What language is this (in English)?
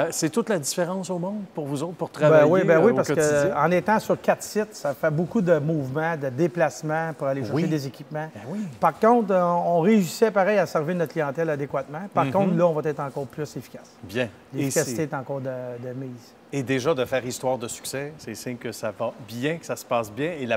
French